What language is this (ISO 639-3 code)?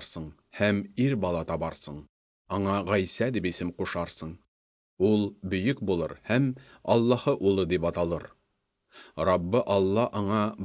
tat